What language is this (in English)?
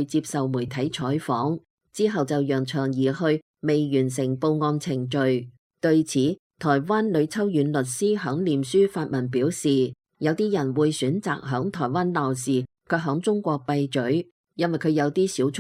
Cantonese